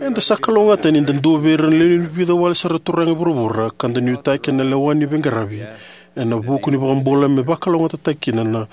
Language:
Fijian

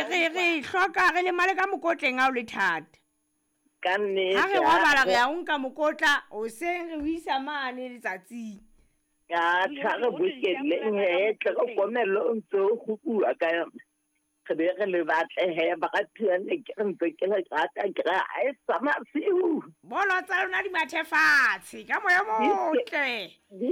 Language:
Southern Sotho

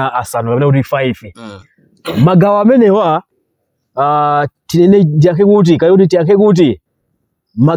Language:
Nyanja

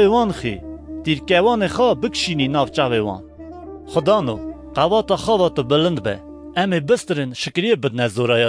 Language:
Kurdish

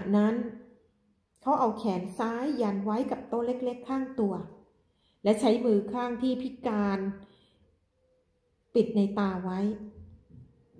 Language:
Thai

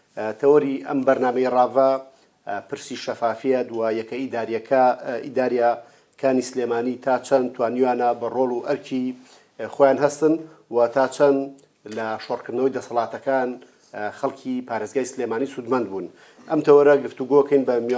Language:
Central Kurdish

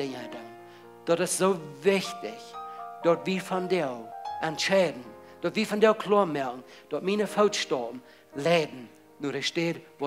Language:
Plautdietsch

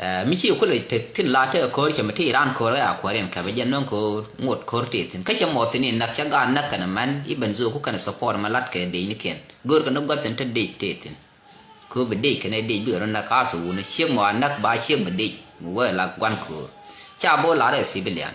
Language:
Nuer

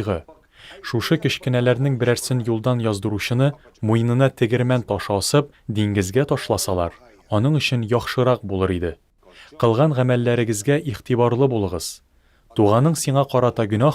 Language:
Tatar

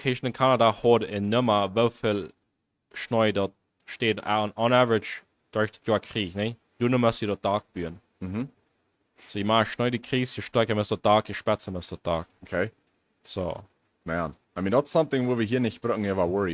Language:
Plautdietsch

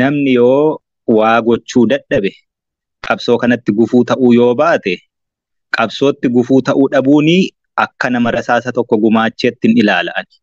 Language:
Oromo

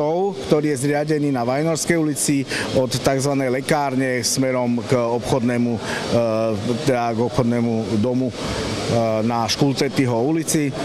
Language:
Slovak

